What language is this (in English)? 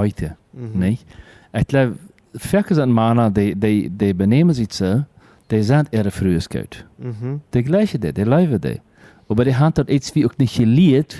Plautdietsch